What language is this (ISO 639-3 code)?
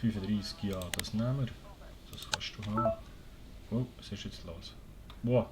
gsw